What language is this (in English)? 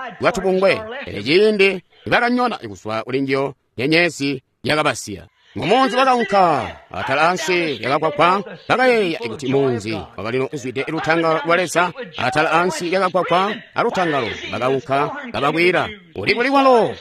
Tonga (Zambia)